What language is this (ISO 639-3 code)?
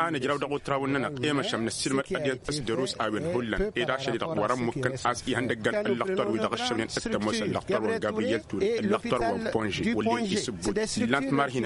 taq